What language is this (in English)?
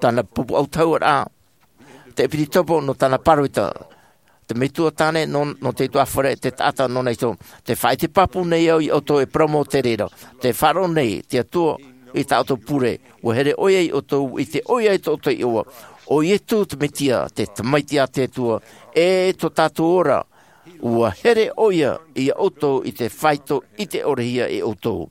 Tahitian